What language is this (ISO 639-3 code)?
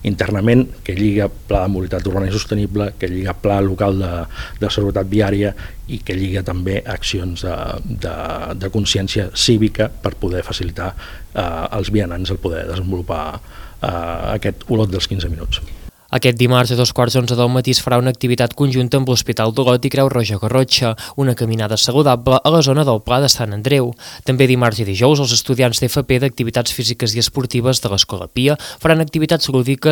cat